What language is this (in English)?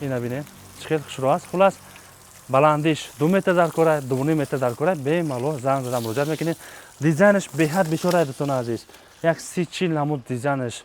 Tajik